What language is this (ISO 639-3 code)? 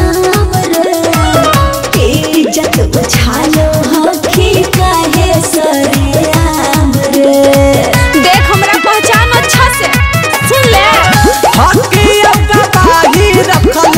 mag